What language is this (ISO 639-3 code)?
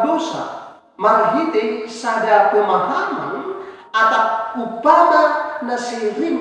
bts